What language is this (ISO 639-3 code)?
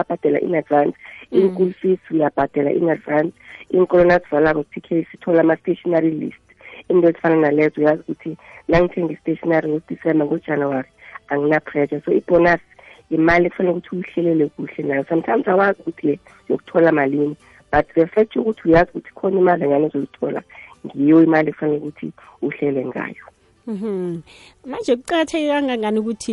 nbl